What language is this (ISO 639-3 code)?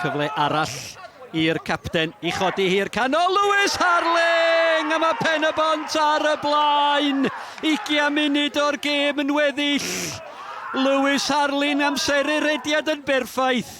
cym